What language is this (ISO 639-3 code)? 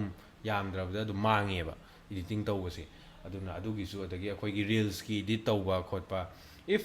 mni